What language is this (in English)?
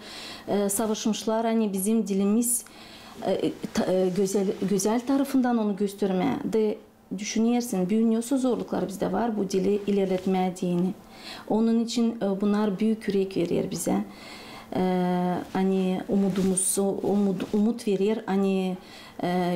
Gagauz